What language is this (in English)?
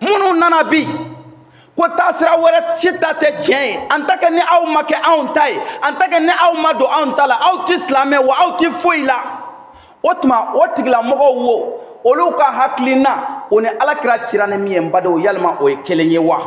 Bambara